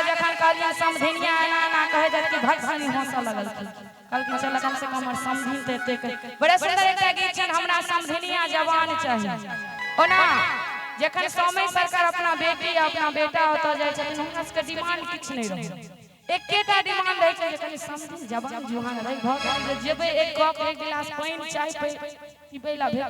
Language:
Maithili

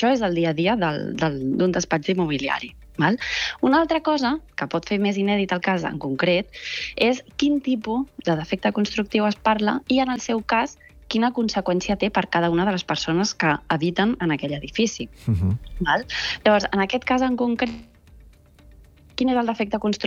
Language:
Catalan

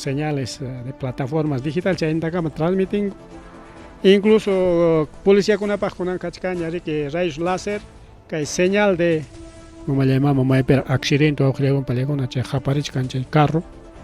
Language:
Ayacucho Quechua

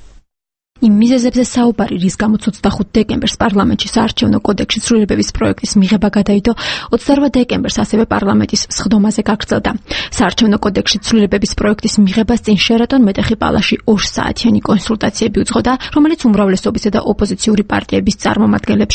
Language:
Georgian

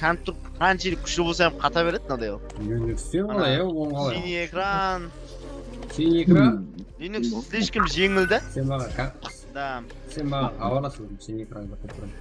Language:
Kara-Kalpak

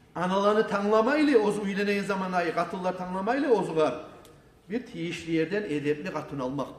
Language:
Kumyk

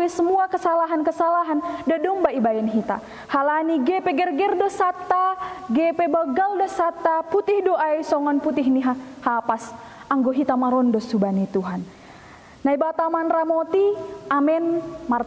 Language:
Batak Simalungun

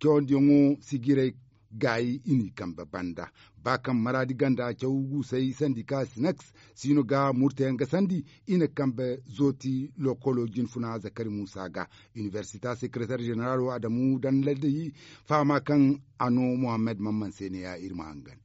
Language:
Zarma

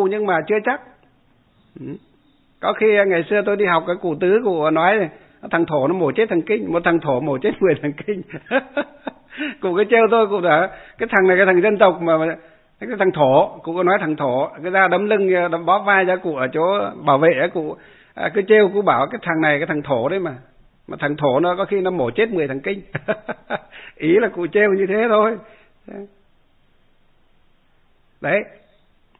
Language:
Vietnamese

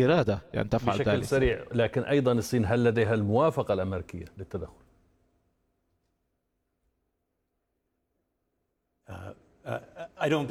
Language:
Arabic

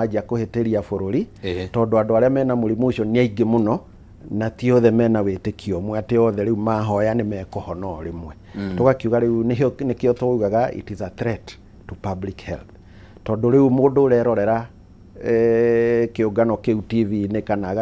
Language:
Kikuyu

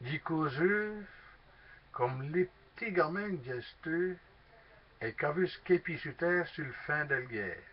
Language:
Walloon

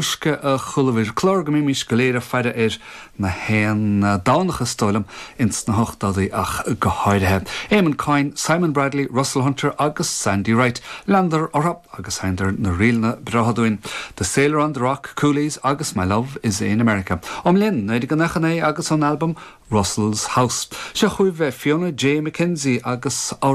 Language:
Irish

